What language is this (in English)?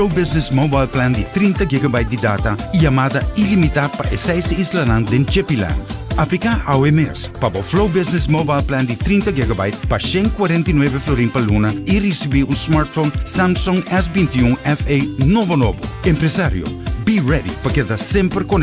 Papiamento